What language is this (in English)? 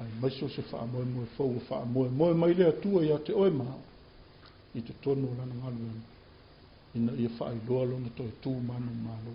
Samoan